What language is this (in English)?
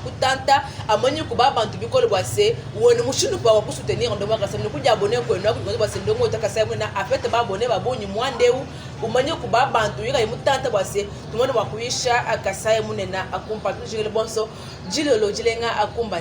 Luba-Lulua